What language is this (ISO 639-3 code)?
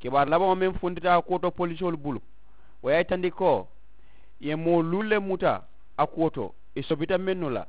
man